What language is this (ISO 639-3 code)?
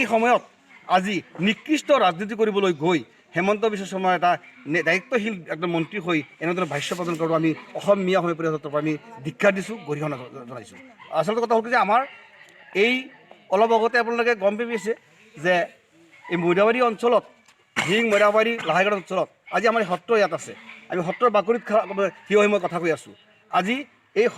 asm